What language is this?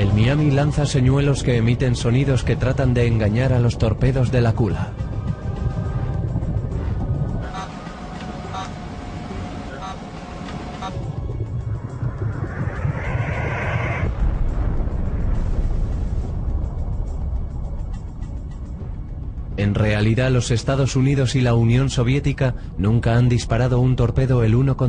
Spanish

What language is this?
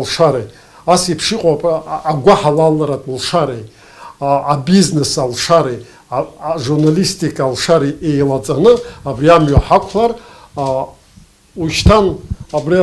Abkhazian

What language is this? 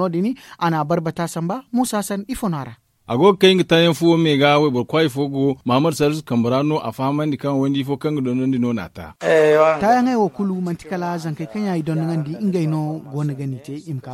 Zarma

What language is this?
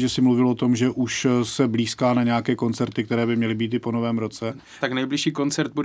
Czech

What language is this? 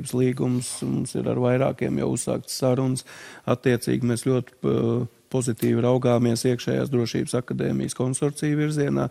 Latvian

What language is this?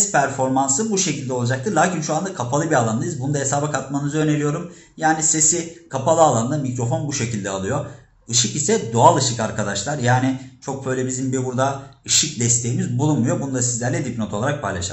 Turkish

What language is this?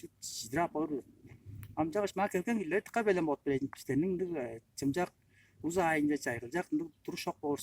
Tuvinian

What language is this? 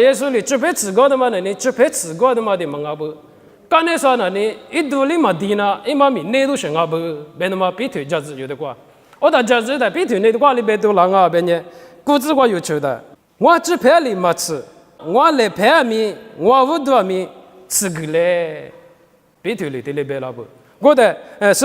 Lisu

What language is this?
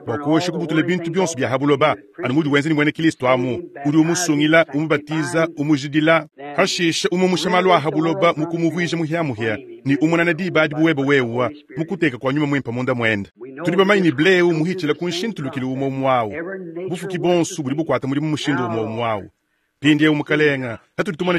Luba-Lulua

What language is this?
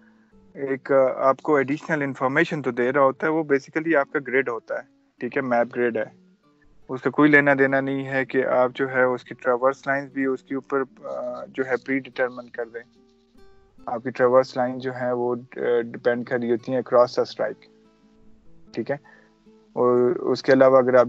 Urdu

